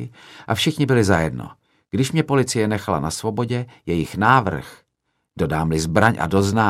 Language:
Czech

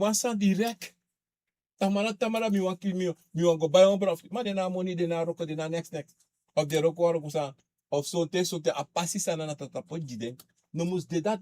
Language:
Sranan Tongo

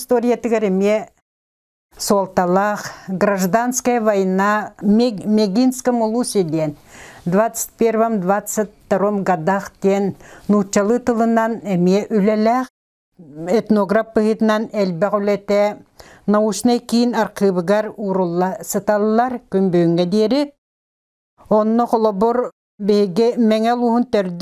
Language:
Yakut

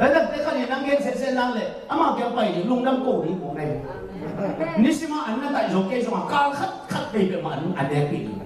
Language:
Tedim Chin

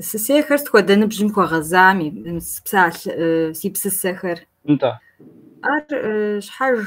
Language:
Kabardian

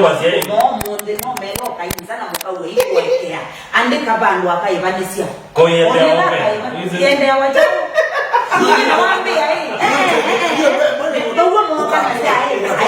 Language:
Kamba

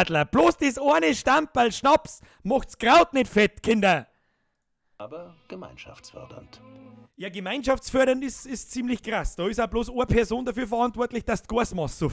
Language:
Bavarian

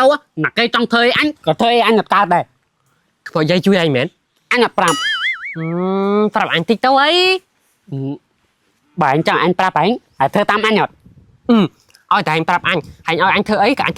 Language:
Khmer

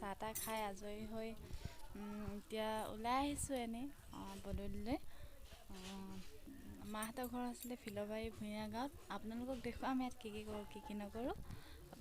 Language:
Assamese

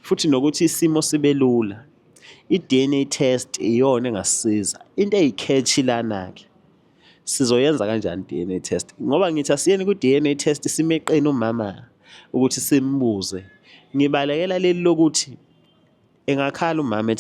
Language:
Zulu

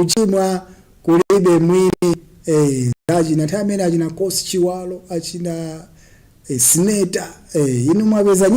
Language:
Nyanja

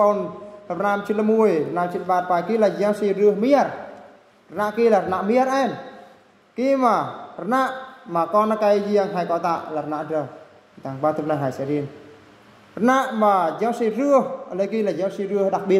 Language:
Eastern Bru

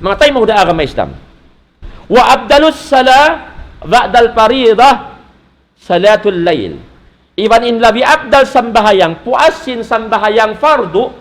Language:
Tausug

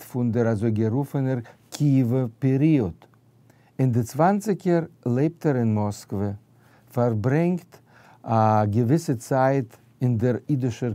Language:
Yiddish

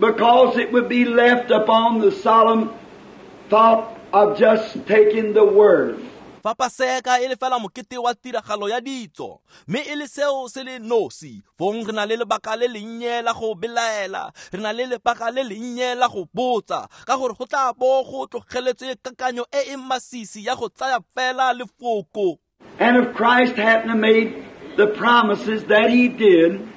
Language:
Tswana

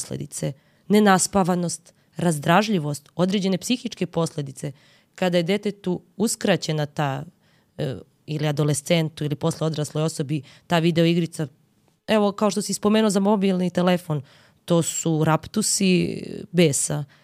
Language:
Serbian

